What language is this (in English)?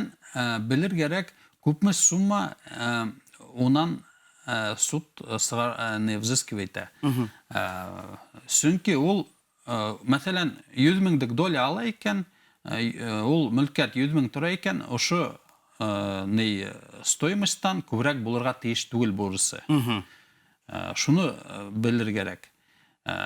Bashkir